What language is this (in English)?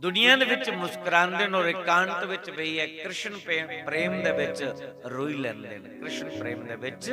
Dogri